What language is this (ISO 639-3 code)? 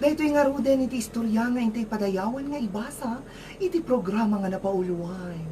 ilo